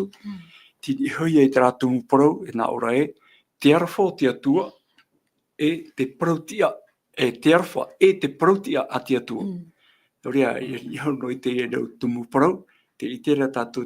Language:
Tahitian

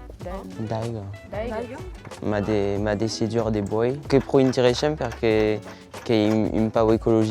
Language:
Occitan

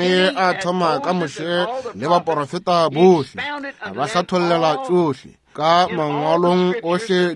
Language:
Northern Sotho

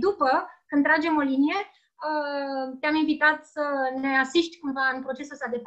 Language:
Romanian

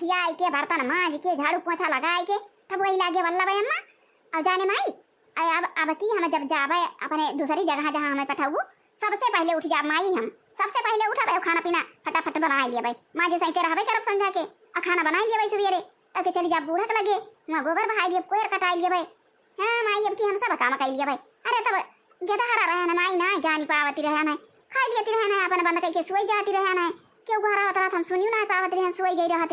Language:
Awadhi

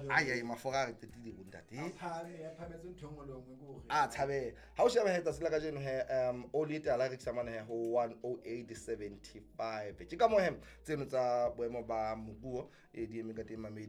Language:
Southern Sotho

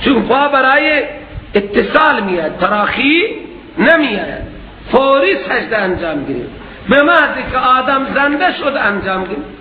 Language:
Persian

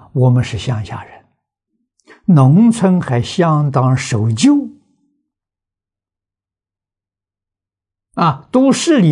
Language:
Chinese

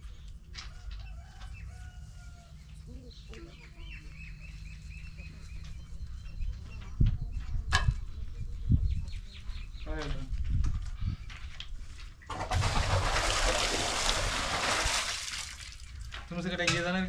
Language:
Tamil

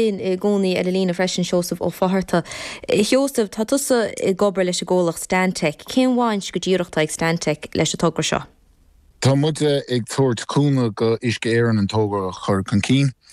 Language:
Irish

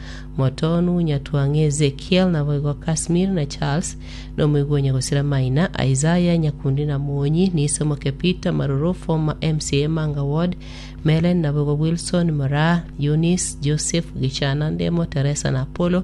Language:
Gusii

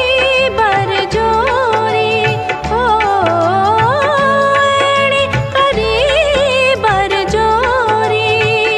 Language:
Gujarati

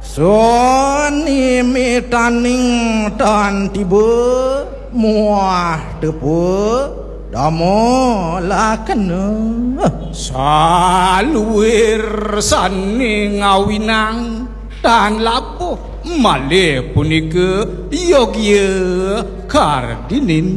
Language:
Balinese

